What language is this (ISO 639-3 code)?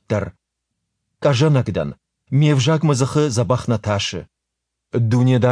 oss